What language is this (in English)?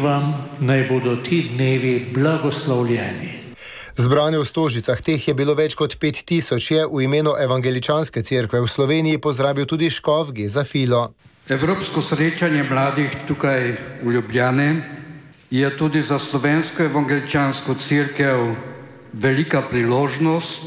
Slovenian